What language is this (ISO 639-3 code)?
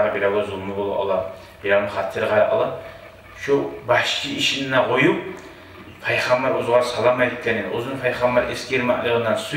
kum